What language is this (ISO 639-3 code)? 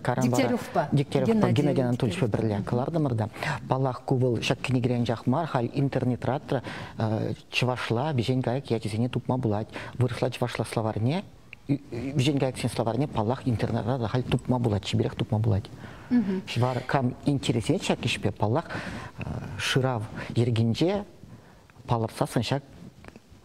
chv